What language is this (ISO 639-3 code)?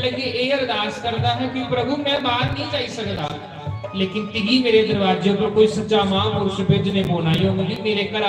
doi